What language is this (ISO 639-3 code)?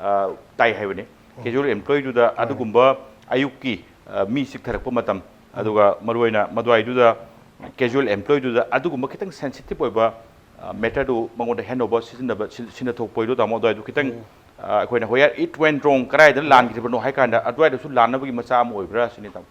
mni